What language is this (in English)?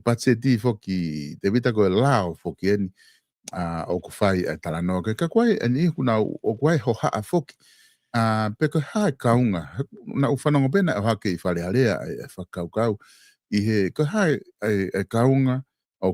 Tongan